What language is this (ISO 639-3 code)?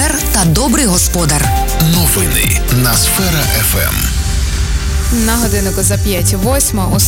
ukr